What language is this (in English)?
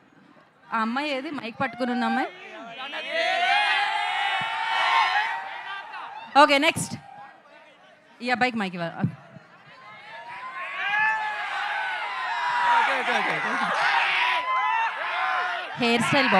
Telugu